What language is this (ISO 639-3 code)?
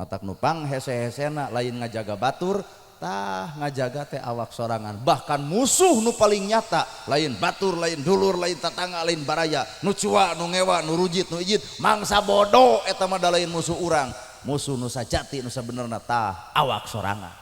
sun